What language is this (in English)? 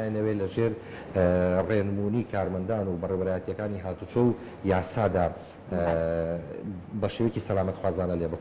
Central Kurdish